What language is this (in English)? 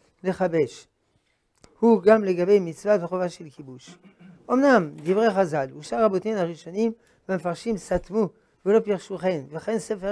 Hebrew